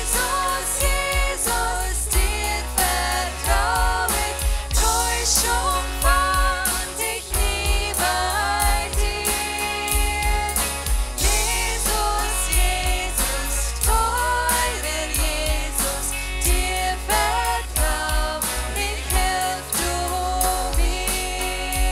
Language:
Plautdietsch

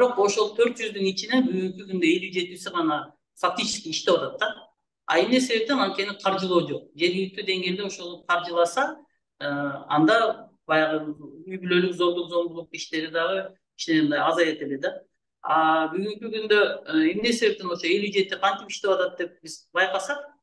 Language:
Kyrgyz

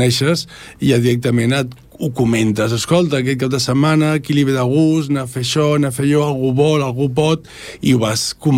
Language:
Catalan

